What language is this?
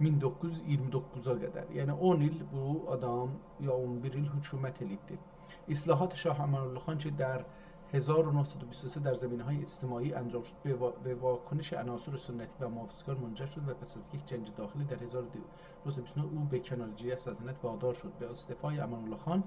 South Azerbaijani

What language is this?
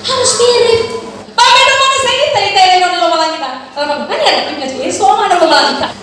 Nias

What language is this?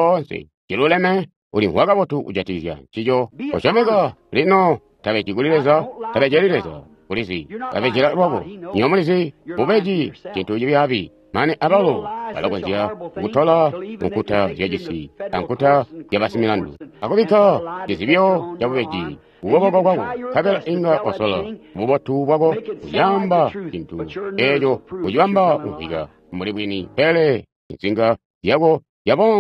Tonga (Zambia)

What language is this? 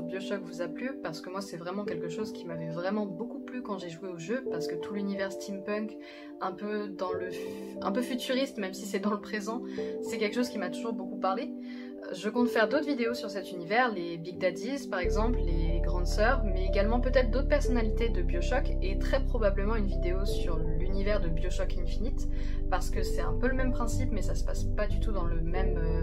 French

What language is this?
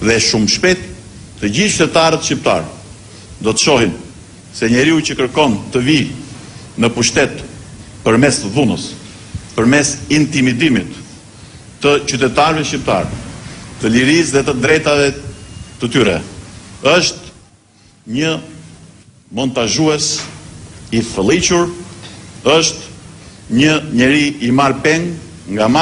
Albanian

